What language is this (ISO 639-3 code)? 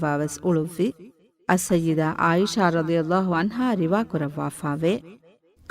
div